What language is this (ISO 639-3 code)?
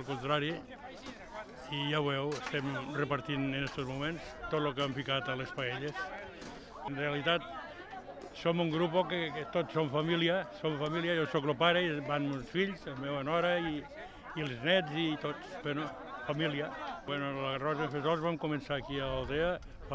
cat